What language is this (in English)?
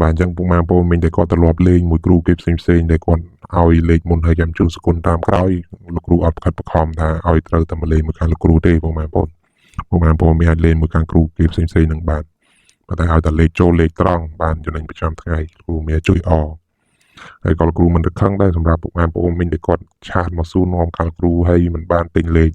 Khmer